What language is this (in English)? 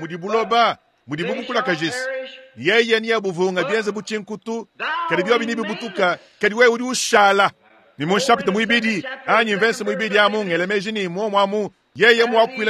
Luba-Lulua